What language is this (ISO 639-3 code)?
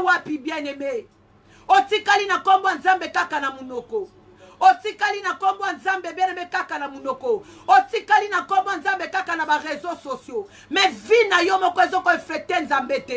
lin